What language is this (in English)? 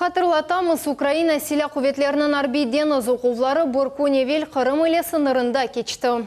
Crimean Tatar